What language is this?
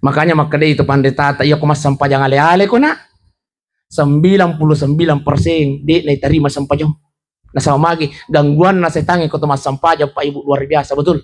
Buginese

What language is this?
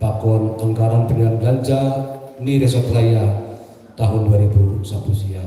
Batak Simalungun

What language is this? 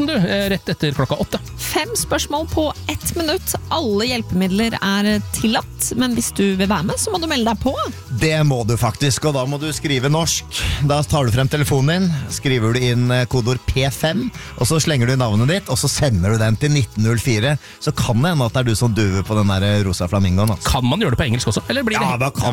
Norwegian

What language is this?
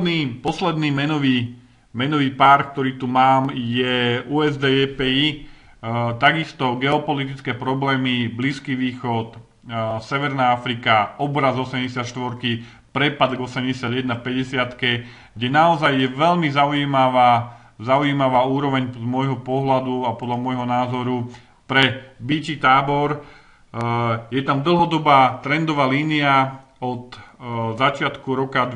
Slovak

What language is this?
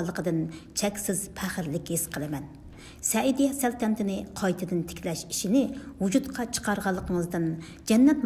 Uyghur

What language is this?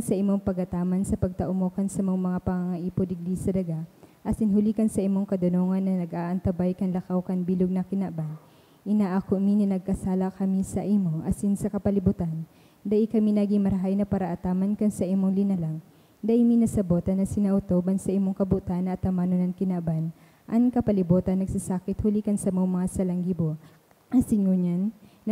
Bikol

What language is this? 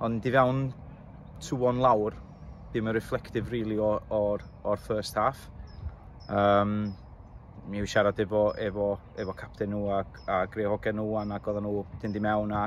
Welsh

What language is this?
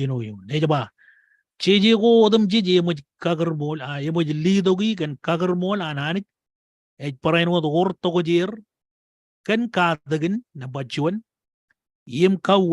Marshallese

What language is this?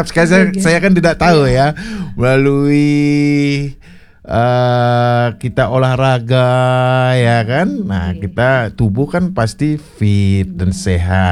Indonesian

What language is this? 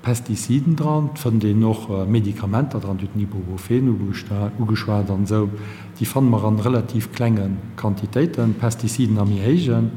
Luxembourgish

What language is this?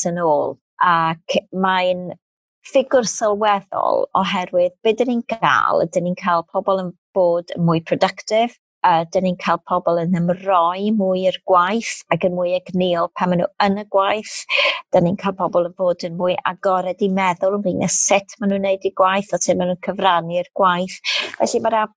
Welsh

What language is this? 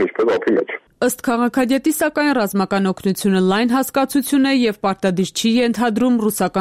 Armenian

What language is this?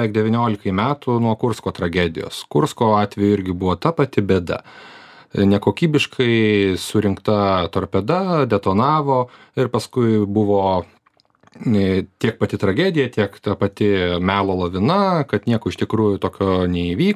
Lithuanian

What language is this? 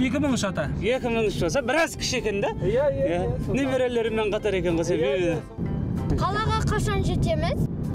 Kazakh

